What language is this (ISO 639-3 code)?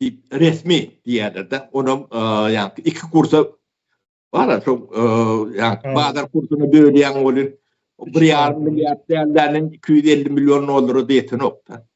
tuk